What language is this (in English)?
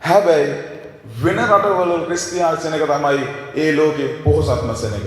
Sinhala